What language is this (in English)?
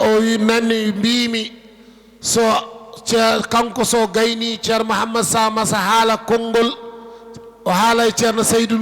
Fula